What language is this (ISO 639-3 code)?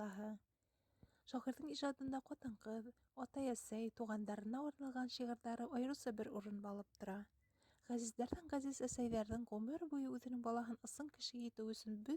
bak